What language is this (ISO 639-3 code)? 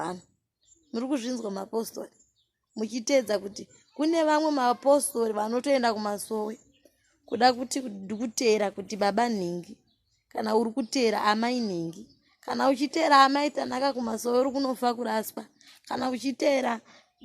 sna